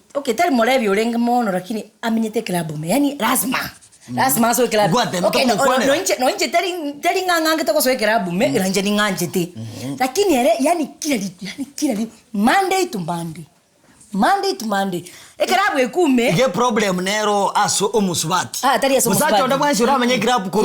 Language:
Gusii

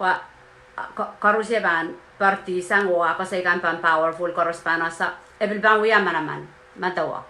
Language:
Pohnpeian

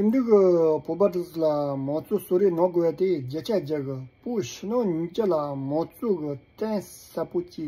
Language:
Tibetan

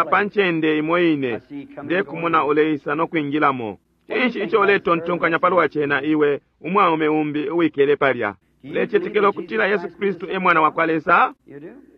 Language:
Bemba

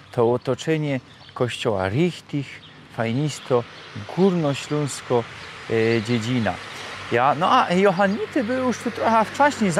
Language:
Silesian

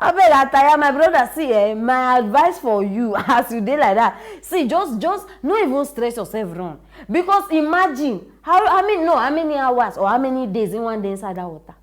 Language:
Nigerian Pidgin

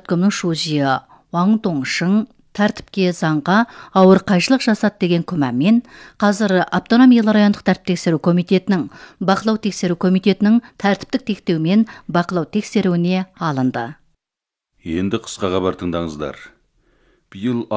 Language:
Kazakh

